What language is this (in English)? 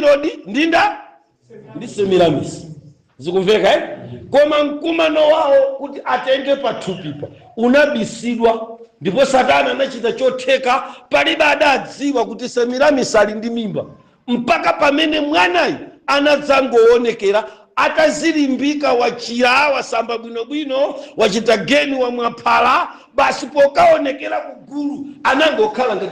Nyanja